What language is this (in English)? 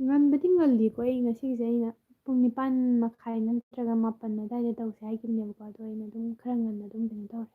Manipuri